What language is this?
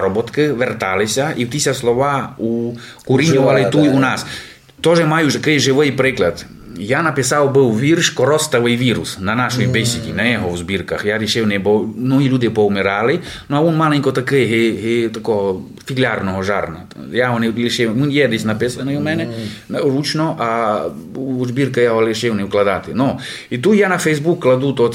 Rusyn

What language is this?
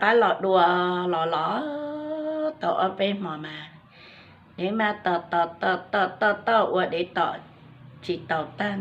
Hmong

